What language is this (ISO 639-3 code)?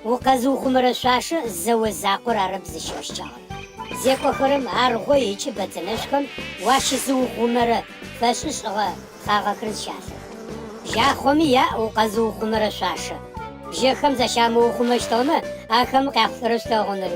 ady